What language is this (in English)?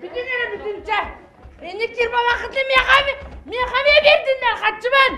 Yakut